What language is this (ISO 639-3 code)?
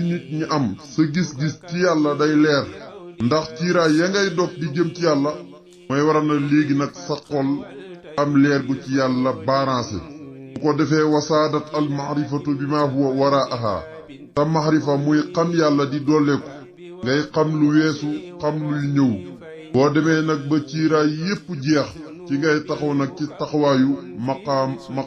wol